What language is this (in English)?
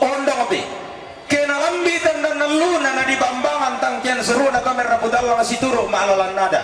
Toraja-Sa'dan